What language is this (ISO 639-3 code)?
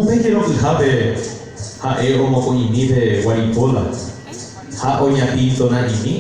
grn